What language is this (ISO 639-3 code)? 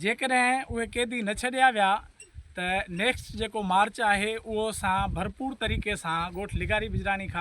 snd